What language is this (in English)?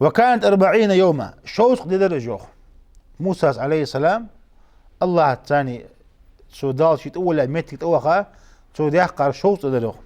Ingush